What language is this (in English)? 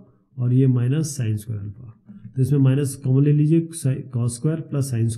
Hindi